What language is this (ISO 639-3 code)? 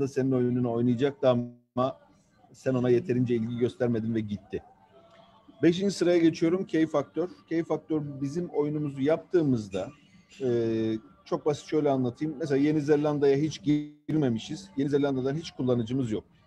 tur